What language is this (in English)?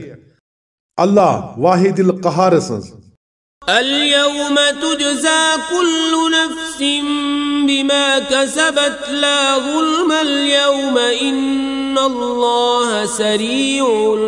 Kashmiri